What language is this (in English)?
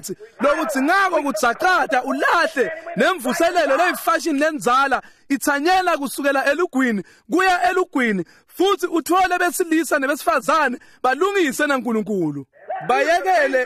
Swati